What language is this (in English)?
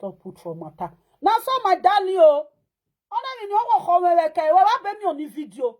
Nigerian Pidgin